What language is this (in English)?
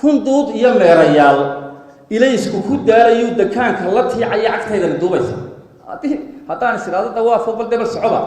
Somali